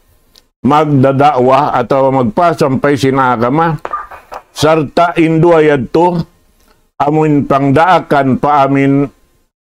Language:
Tausug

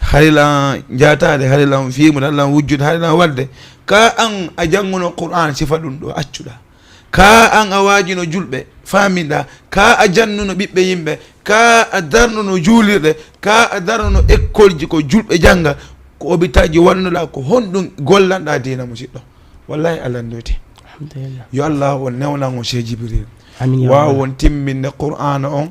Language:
Fula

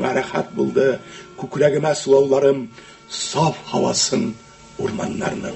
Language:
Tatar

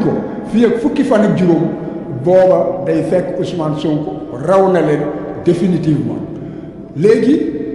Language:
Wolof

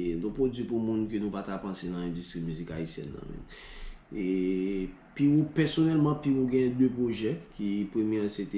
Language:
Haitian Creole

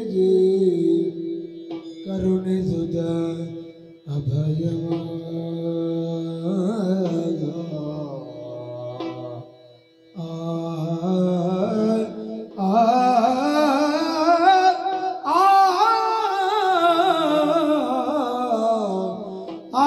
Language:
Kannada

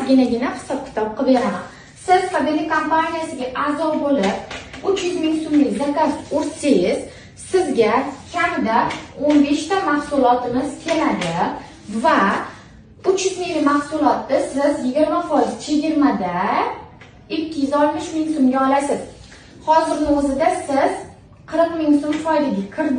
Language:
Uzbek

